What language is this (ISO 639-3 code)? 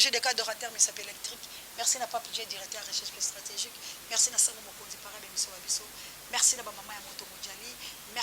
lin